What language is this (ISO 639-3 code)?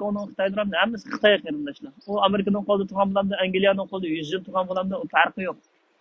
uig